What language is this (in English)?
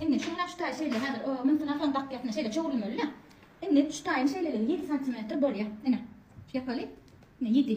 Turkmen